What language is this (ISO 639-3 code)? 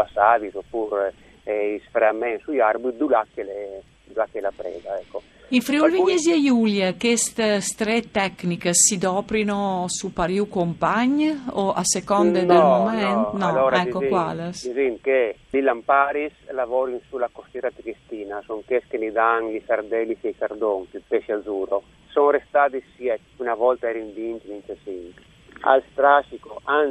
fur